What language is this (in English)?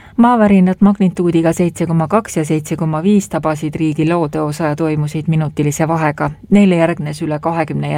Estonian